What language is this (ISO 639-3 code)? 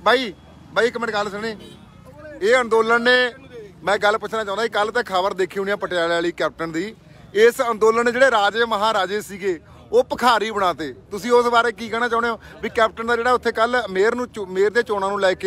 pan